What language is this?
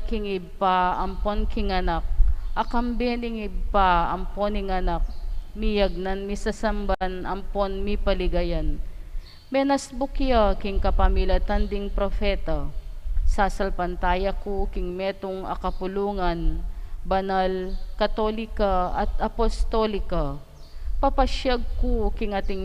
Pampanga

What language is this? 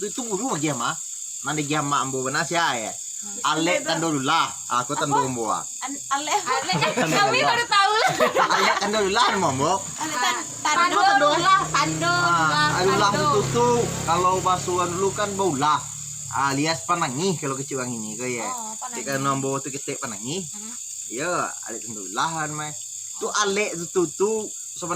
Minangkabau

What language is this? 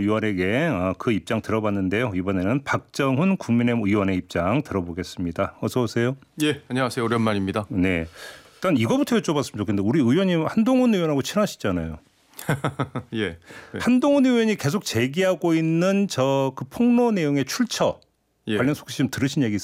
Korean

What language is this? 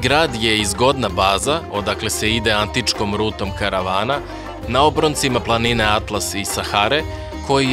Serbian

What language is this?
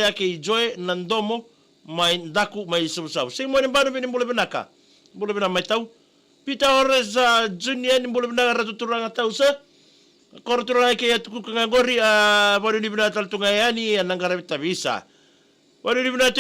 Fijian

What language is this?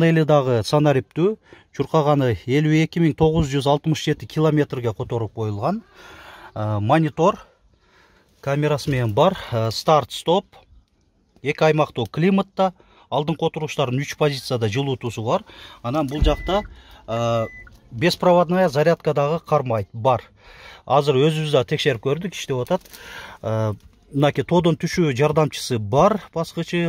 Kyrgyz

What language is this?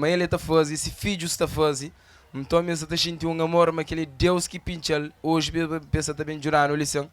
Kabuverdianu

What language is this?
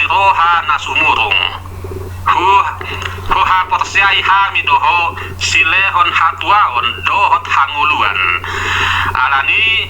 Batak Toba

